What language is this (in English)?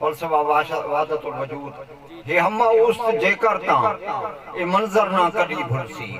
Saraiki